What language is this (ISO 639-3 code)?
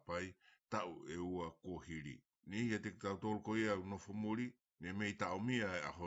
ton